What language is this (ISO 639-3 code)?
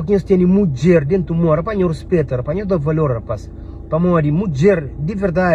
kea